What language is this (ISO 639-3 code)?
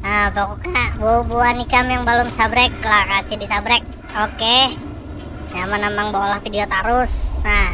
bjn